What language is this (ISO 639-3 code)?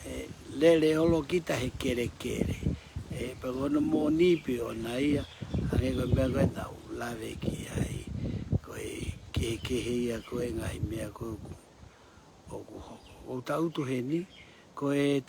ton